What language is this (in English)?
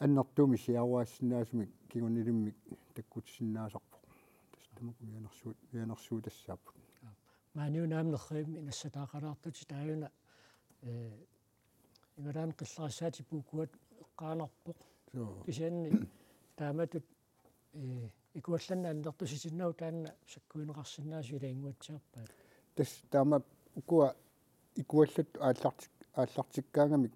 Kalaallisut